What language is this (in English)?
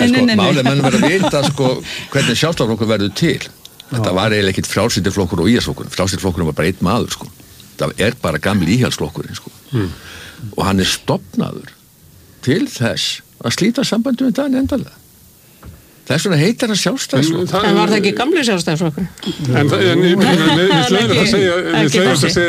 Icelandic